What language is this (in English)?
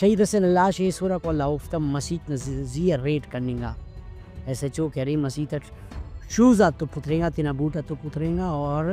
Brahui